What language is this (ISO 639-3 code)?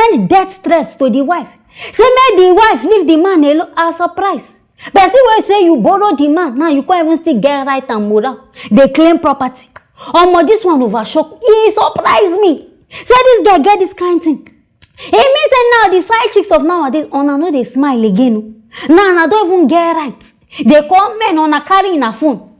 pcm